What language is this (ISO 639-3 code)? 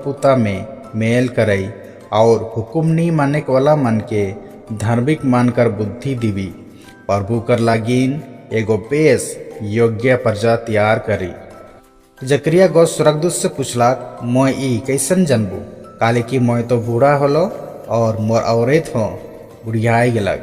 sck